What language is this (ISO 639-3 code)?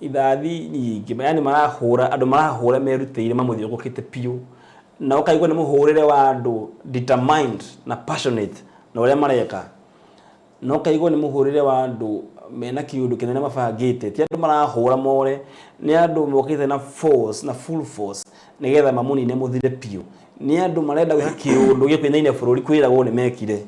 kik